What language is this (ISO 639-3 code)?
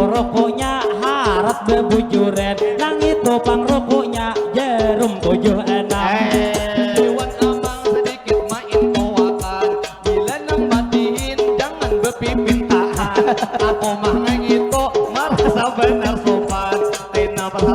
bjn